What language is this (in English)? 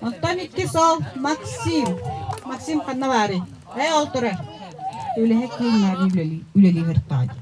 Yakut